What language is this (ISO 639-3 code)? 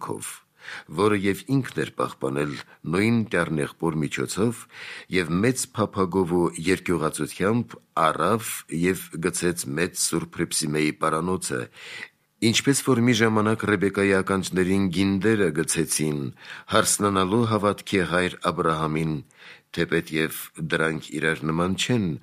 hye